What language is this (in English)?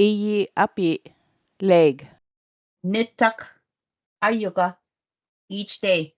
Choctaw